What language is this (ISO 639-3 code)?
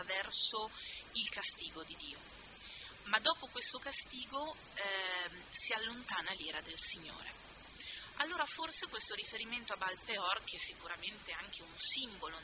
ita